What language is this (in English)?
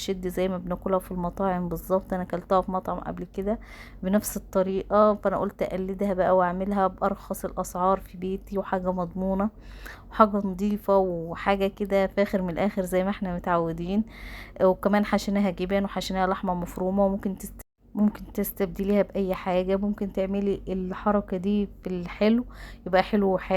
Egyptian Arabic